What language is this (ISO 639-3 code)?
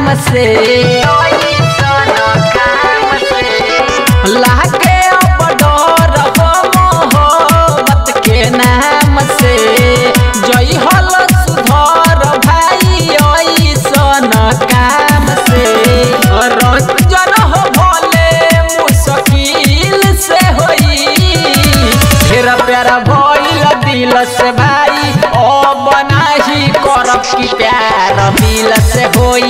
bho